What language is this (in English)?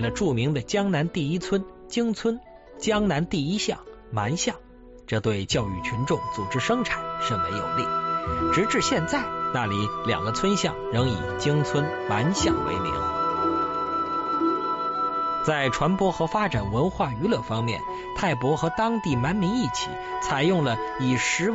Chinese